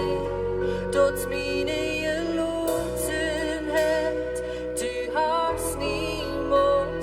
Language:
Plautdietsch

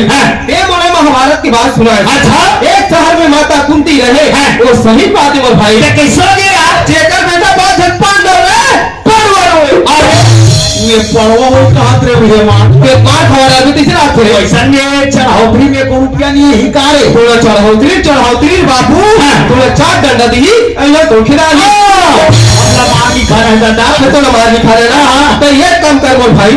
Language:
Chhattisgarhi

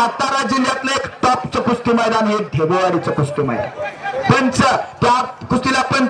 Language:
Marathi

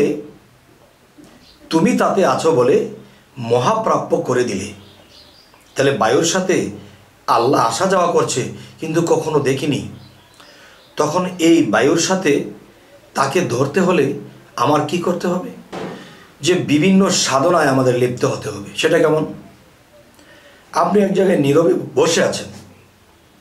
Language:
Bangla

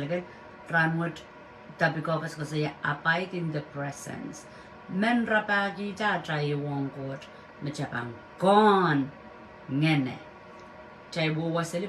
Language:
Pohnpeian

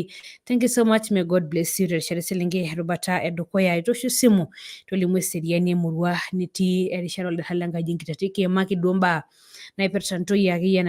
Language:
Masai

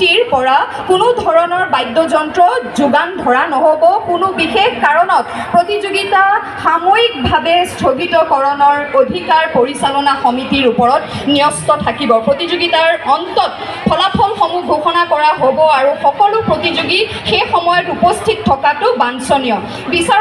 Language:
Assamese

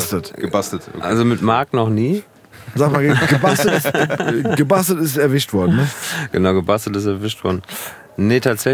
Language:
German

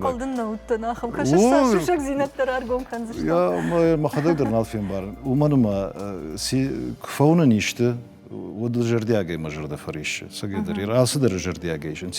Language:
Ossetic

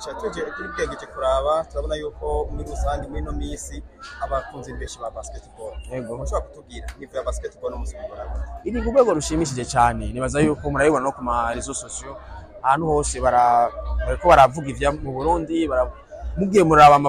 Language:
Rundi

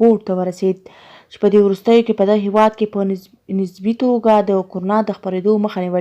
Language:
Pashto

